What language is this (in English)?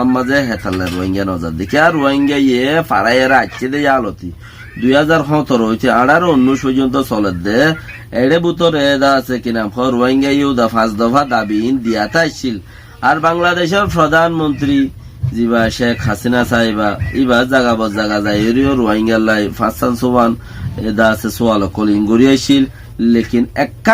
Rohingya